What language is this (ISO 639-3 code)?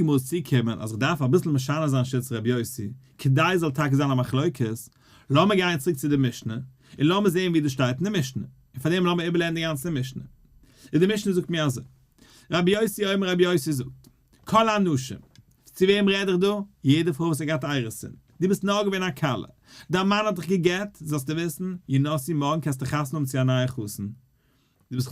yid